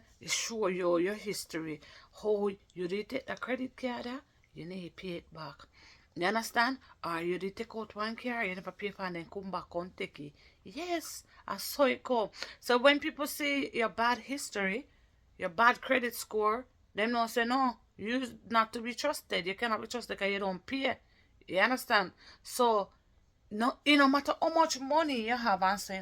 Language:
Jamaican Creole English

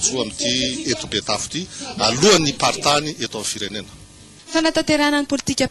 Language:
Malagasy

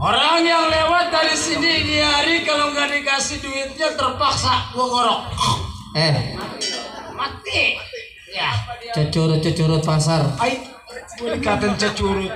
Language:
Betawi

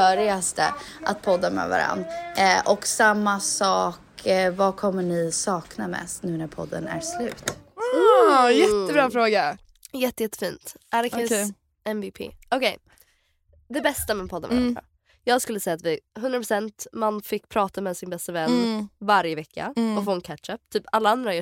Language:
Swedish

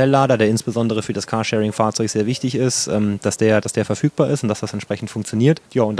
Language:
German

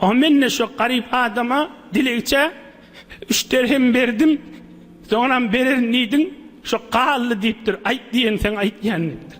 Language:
Turkmen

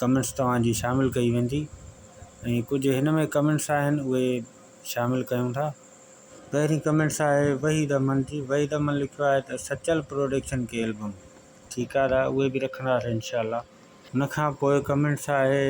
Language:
Sindhi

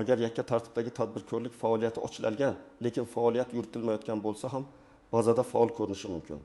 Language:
Uzbek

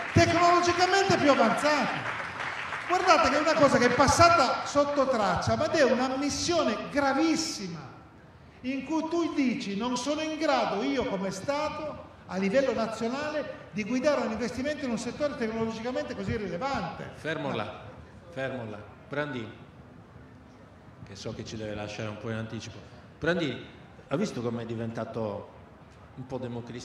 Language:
Italian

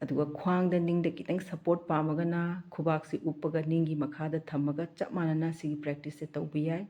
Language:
Manipuri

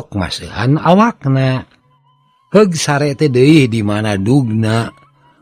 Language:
Sundanese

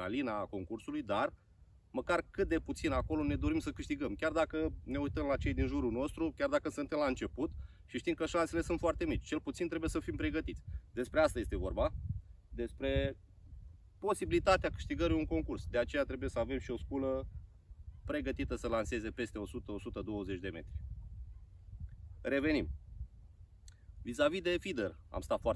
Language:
Romanian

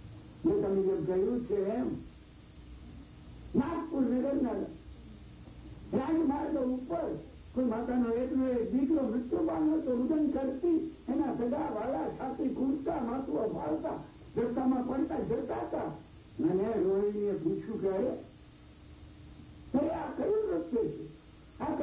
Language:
Gujarati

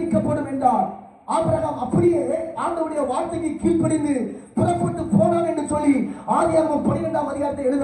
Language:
Tamil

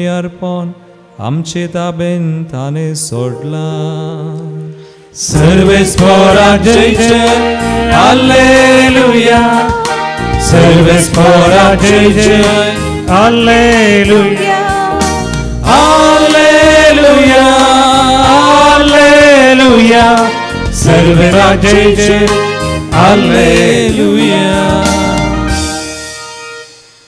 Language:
Konkani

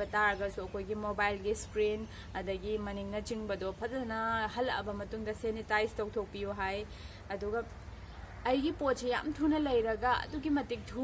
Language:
Manipuri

